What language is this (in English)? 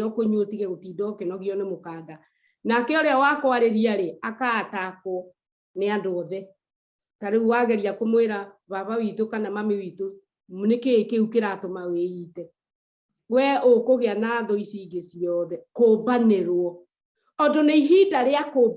Kikuyu